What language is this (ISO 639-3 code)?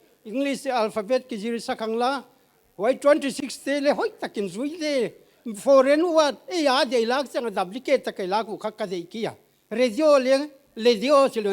pck